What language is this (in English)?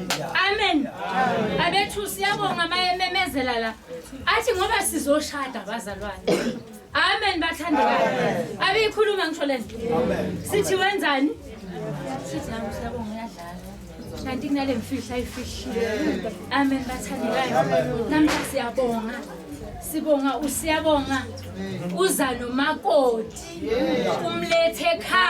Zulu